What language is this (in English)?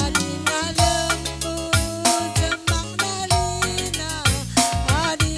Batak Karo